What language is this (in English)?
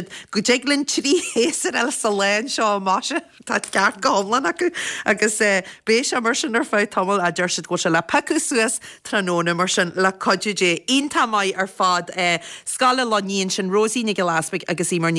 Irish